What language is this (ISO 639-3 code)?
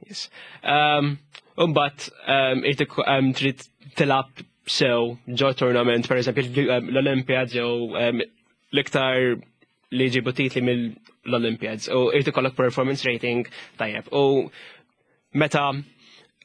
mlt